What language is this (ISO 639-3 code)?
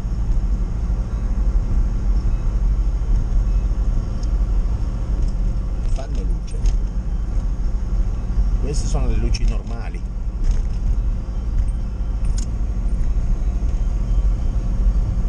ita